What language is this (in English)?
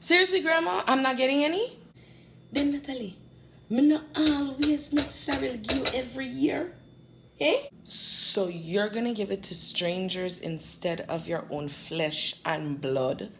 Jamaican Creole English